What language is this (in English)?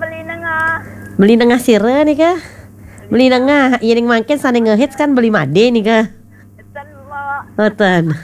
Balinese